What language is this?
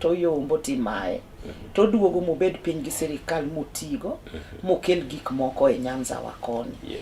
Luo (Kenya and Tanzania)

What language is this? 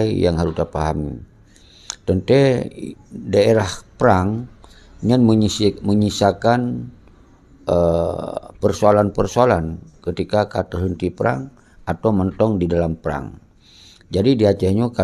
Achinese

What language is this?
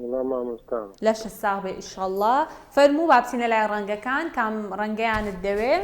Central Kurdish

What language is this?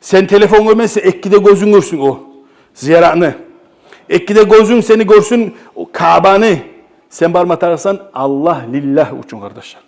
Kumyk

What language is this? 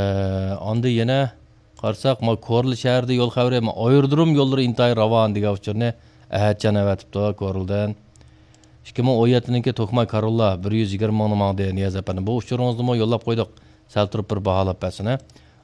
Uyghur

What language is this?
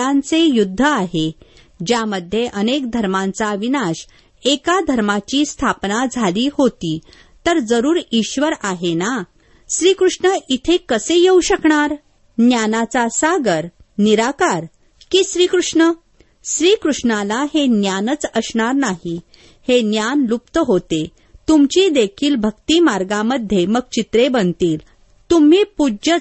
Marathi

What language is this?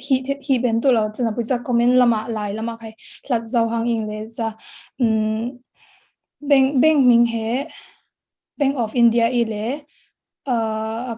Falam Chin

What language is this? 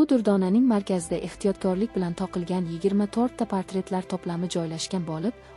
Uzbek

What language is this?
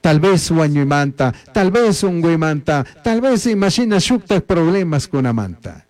Chimborazo Highland Quichua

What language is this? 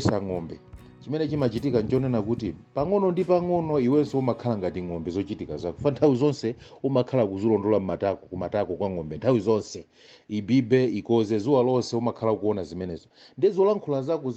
Nyanja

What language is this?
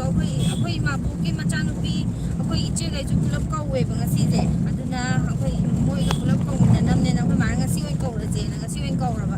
Manipuri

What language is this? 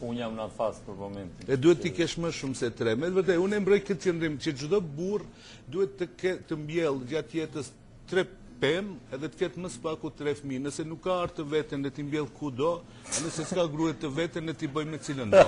Albanian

